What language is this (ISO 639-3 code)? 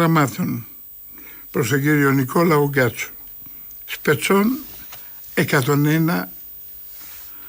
ell